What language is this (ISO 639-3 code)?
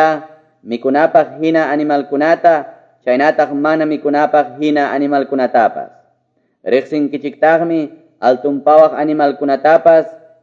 que